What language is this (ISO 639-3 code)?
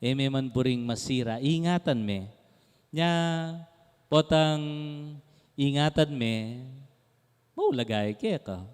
pam